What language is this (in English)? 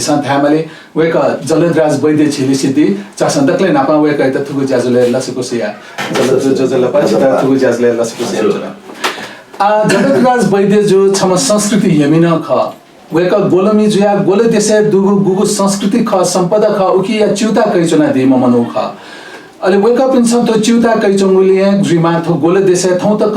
Newari